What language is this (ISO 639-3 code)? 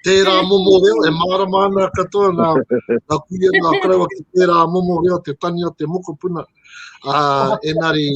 mri